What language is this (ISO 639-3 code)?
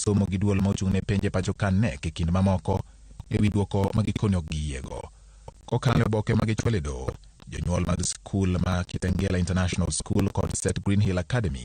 luo